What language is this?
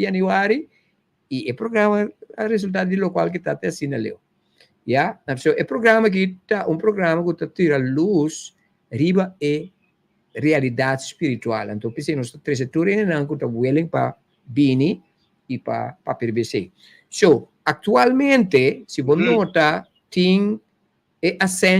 Papiamento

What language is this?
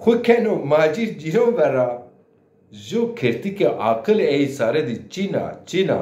Zaza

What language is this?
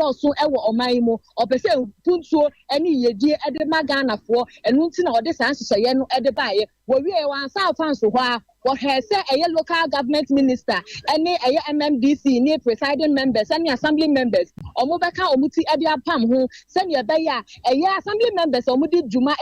Akan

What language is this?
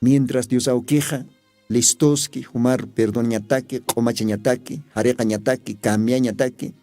Aymara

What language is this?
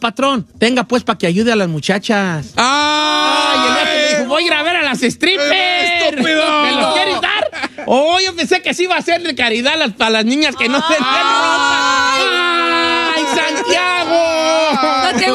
Spanish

